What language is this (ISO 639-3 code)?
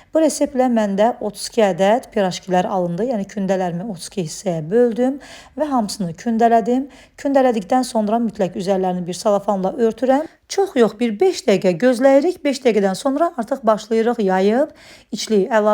aze